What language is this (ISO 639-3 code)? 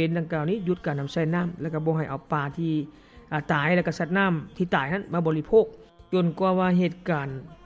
lao